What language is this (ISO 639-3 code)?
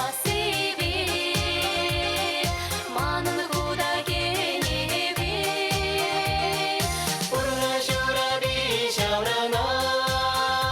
chv